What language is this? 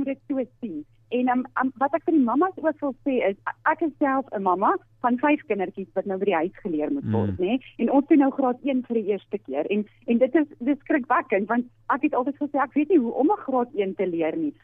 Afrikaans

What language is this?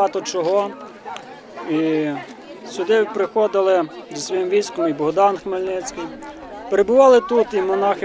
Ukrainian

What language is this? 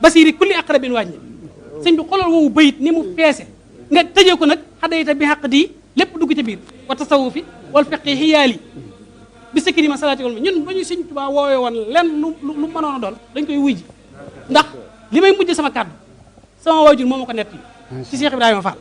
Wolof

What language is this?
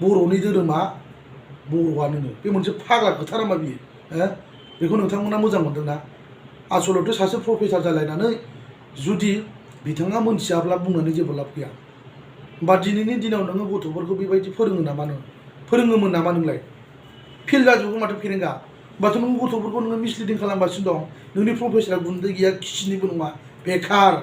Bodo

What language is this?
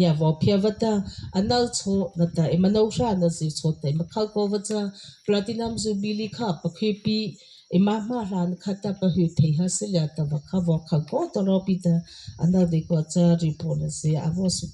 Mara Chin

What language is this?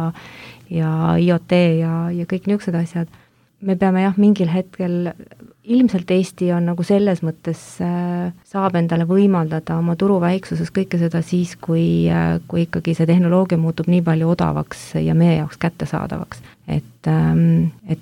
Estonian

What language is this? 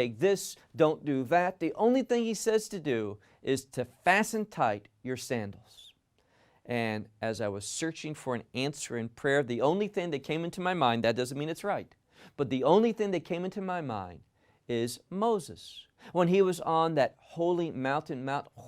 English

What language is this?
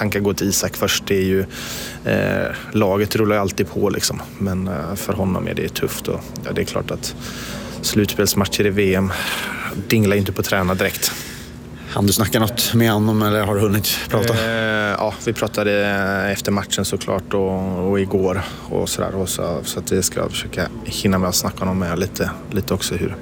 Swedish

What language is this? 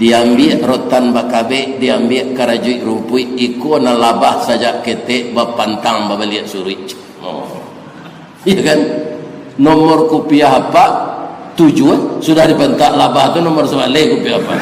Minangkabau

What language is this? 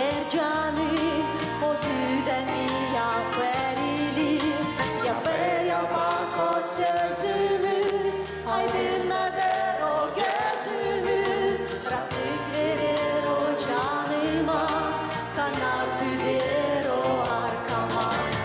Gagauz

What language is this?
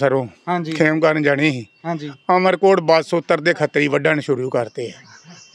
Punjabi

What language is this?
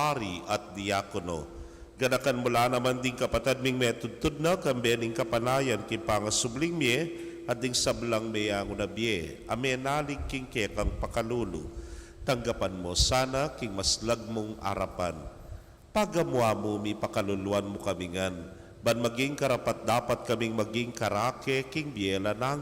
Pampanga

